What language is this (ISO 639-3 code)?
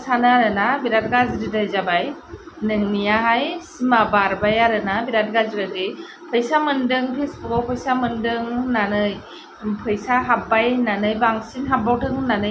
brx